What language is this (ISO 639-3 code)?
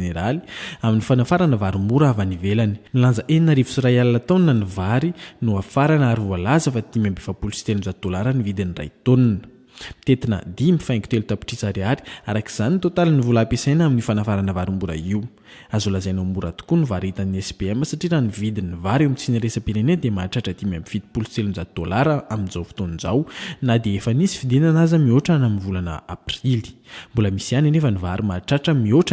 mlg